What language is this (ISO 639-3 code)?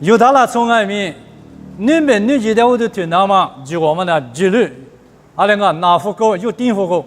lis